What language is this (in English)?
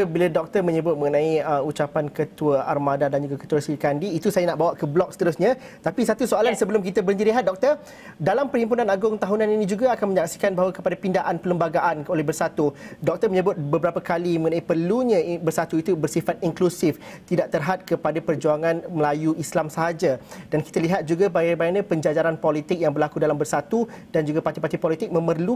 Malay